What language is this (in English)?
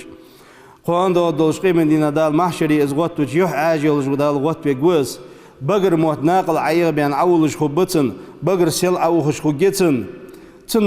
Ingush